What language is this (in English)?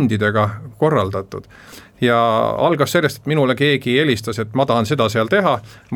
Estonian